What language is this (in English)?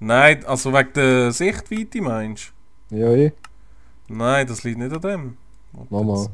Swiss German